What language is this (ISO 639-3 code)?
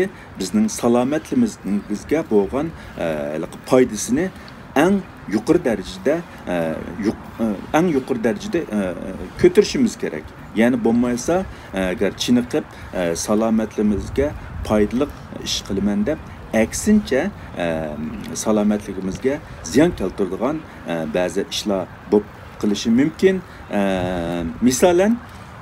uig